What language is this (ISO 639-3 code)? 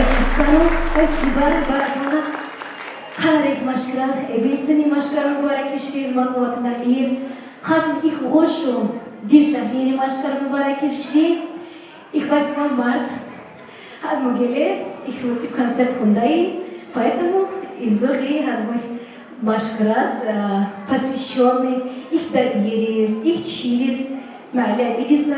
tab